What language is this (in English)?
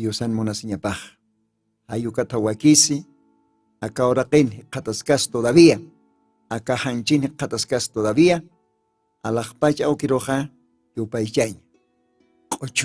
Aymara